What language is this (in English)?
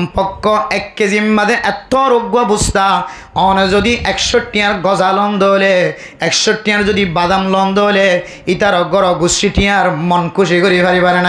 Rohingya